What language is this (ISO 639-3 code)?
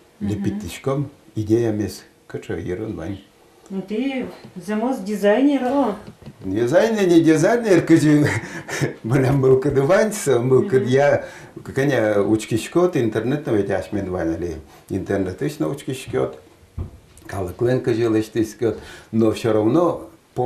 udm